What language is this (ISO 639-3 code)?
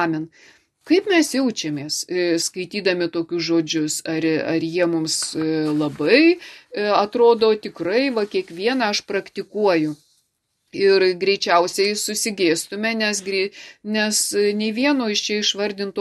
lit